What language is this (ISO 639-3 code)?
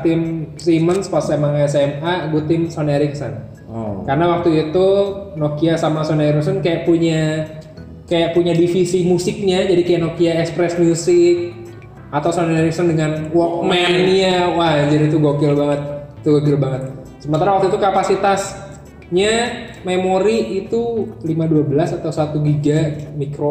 ind